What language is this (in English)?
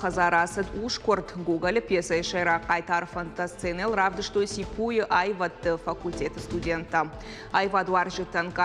Ossetic